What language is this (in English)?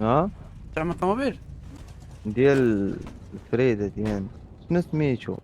Moroccan Arabic